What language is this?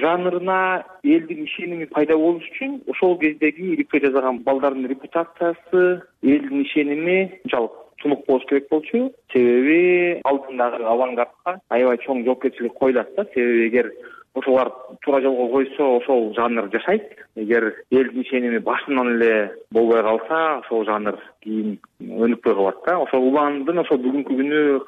Kyrgyz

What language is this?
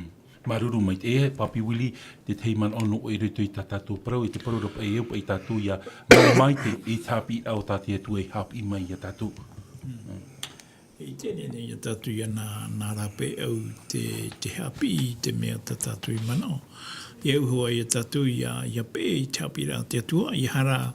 Tahitian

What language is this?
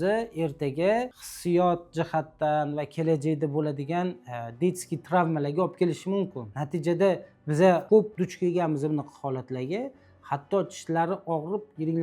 Uzbek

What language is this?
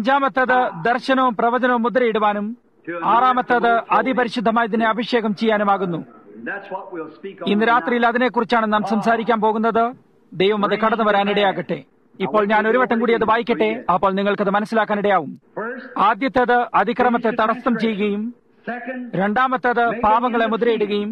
Malayalam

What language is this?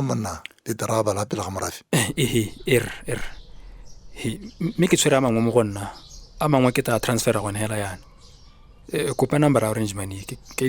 Tswana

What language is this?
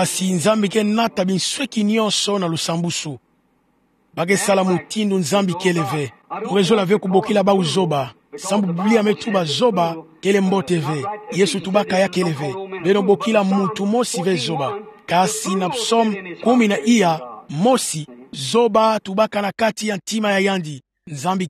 Kituba (Democratic Republic of Congo)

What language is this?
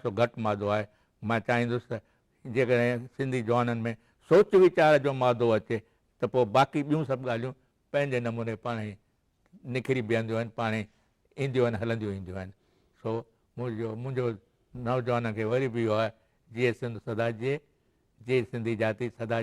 Sindhi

